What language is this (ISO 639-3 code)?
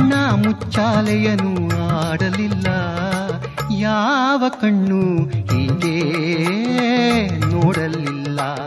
kan